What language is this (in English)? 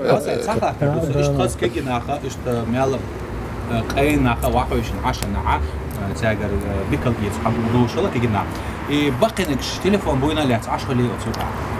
Chechen